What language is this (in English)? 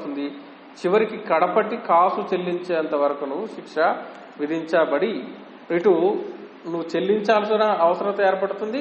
Telugu